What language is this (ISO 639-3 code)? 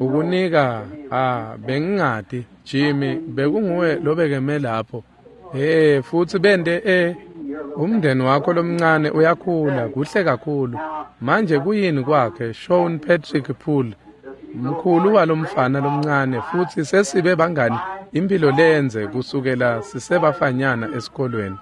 ssw